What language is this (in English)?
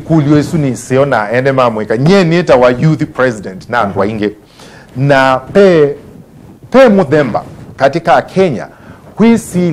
Kamba